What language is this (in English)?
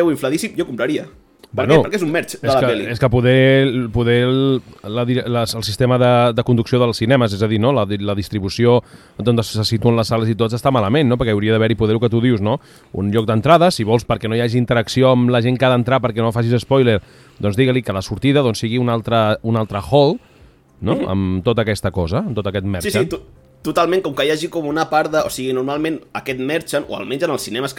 Catalan